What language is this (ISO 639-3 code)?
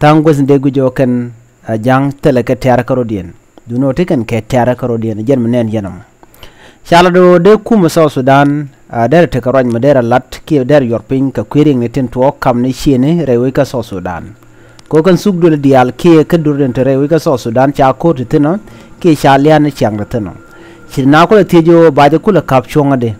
nus